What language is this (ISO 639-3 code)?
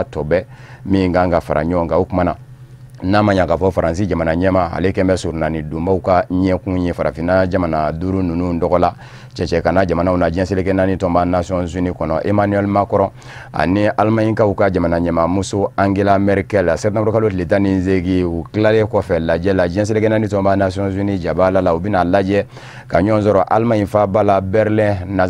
bam